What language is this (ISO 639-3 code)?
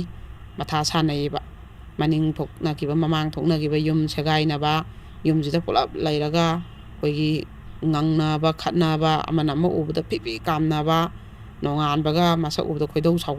mni